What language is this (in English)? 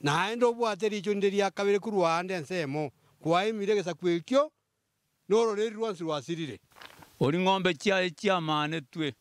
Gusii